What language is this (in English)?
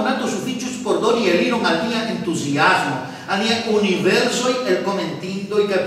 Esperanto